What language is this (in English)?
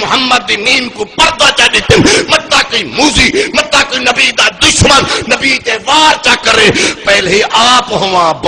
Saraiki